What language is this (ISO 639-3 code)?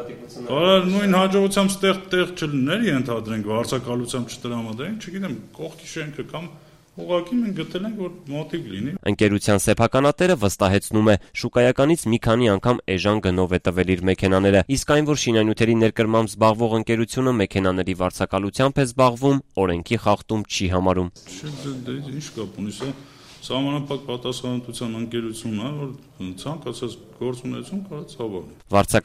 hye